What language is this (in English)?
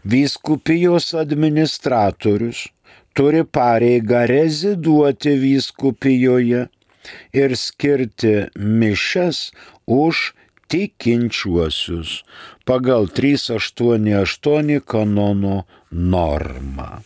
Lithuanian